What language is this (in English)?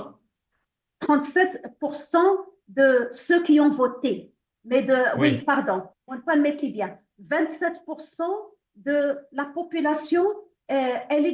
Morisyen